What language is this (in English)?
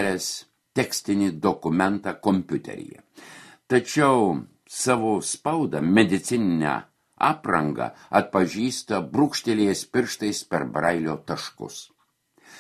Lithuanian